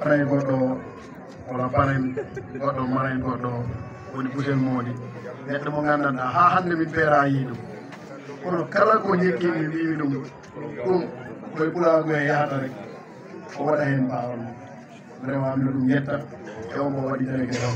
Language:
Fula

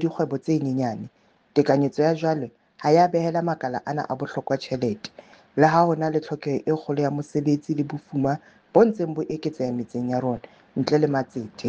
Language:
Southern Sotho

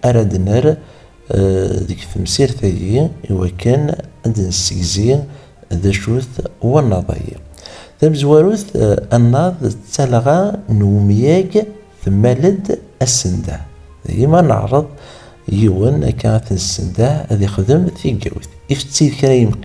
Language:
Kabyle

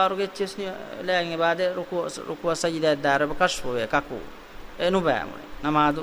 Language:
Divehi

